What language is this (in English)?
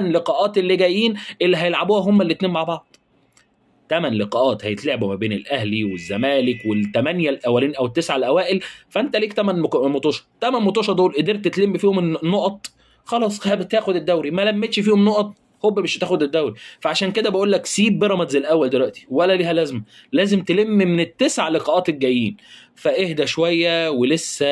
Egyptian Arabic